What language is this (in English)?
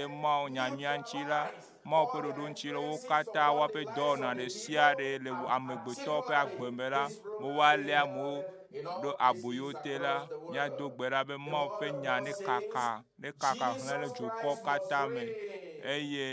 Ewe